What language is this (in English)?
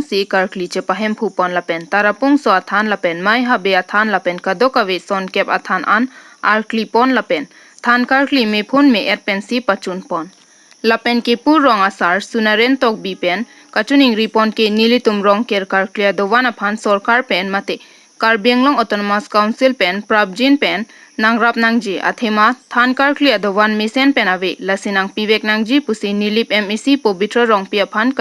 Karbi